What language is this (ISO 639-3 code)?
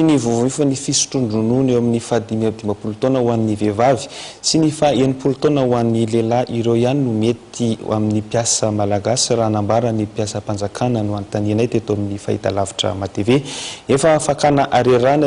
mlg